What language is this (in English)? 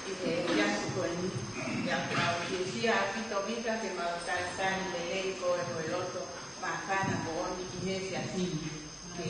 Tongan